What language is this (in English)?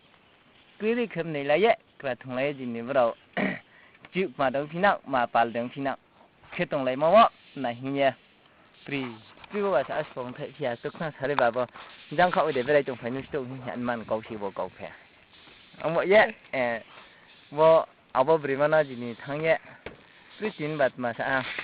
Riang (India)